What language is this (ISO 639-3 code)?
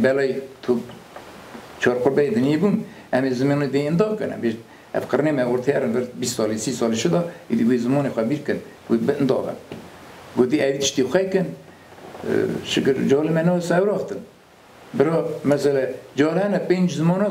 kur